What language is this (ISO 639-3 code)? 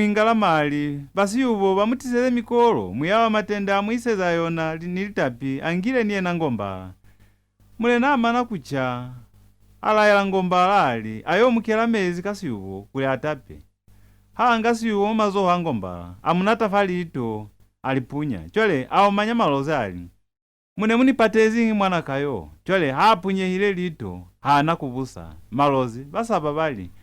loz